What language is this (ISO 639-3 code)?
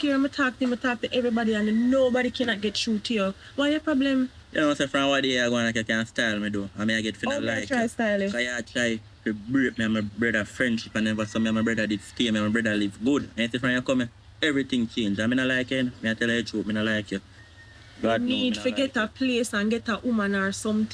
jam